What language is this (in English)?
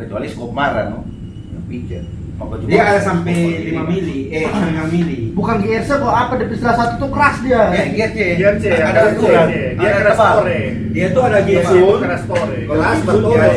Manado Malay